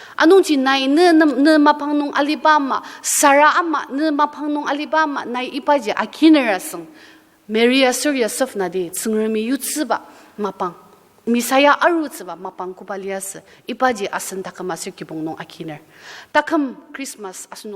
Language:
Ao Naga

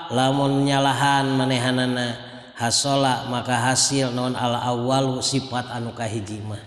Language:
Sundanese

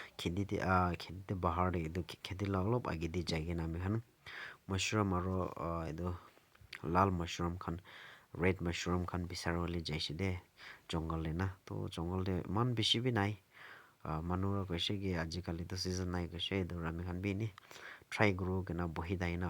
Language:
Naga Pidgin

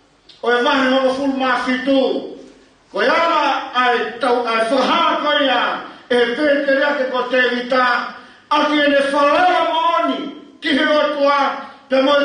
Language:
Tongan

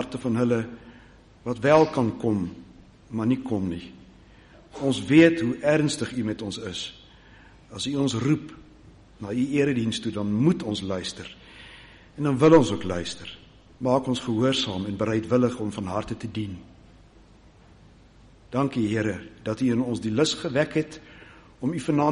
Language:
Afrikaans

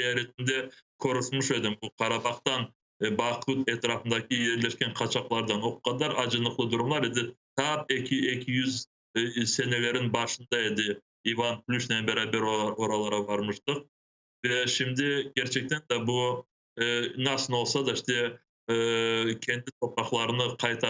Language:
Crimean Tatar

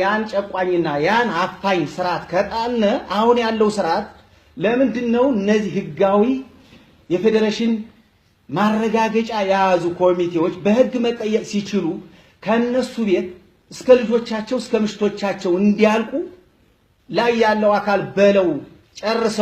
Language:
Amharic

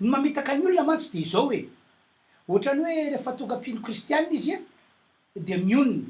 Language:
Malagasy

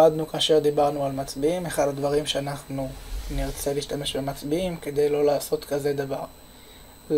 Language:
Hebrew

